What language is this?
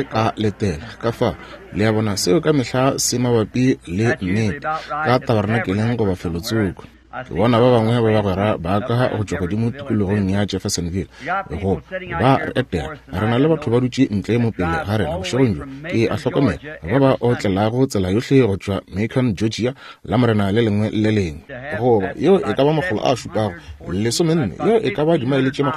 Northern Sotho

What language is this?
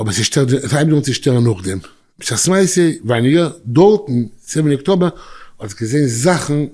Yiddish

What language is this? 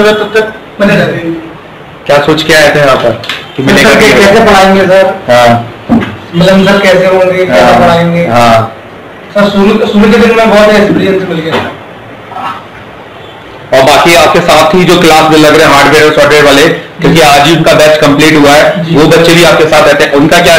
Hindi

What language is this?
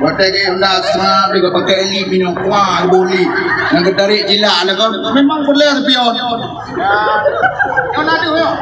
Achinese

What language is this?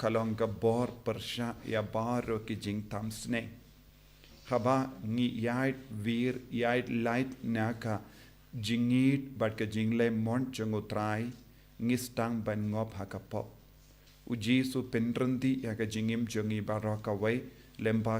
Khasi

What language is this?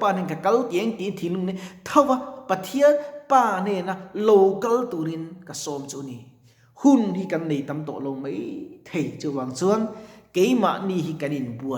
Mizo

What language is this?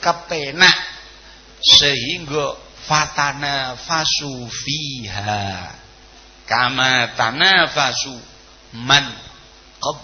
Javanese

